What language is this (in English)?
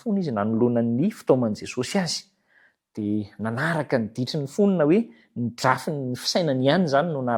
Malagasy